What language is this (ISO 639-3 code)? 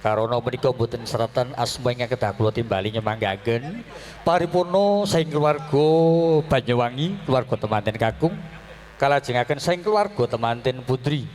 jav